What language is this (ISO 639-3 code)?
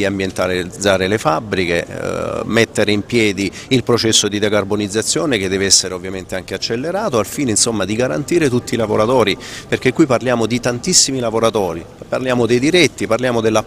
ita